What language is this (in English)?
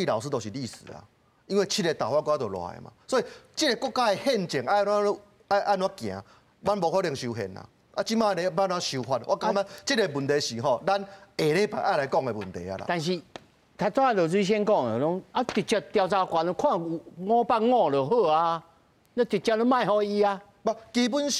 Min Nan Chinese